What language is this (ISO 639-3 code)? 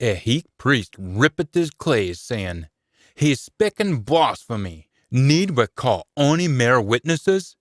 sco